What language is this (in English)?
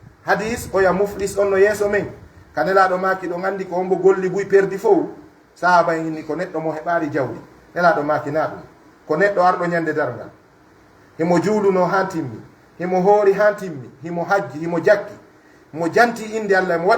Pular